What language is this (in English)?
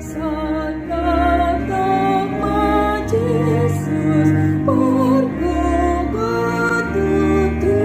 Batak Toba